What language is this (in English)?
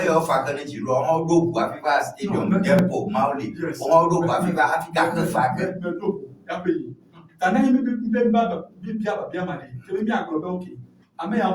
Ewe